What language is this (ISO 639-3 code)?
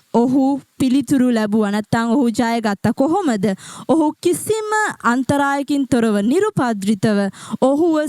sin